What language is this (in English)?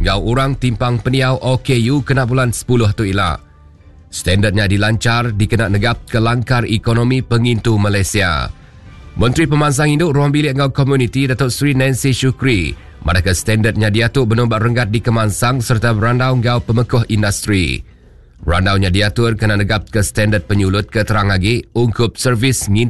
Iban